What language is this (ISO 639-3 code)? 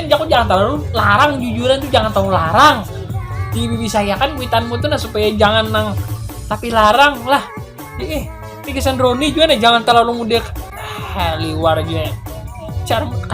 bjn